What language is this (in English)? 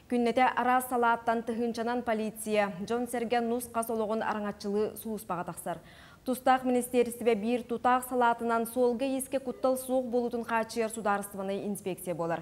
Yakut